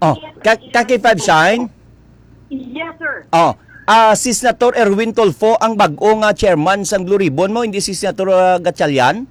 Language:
Hiligaynon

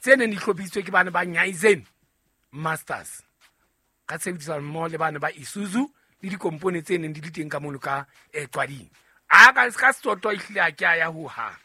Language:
Southern Sotho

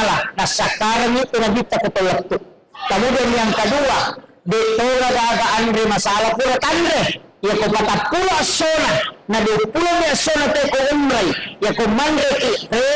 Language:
Buginese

